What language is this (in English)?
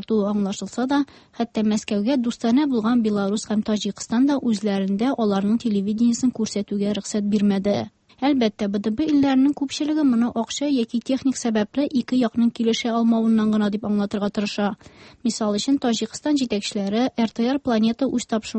Tatar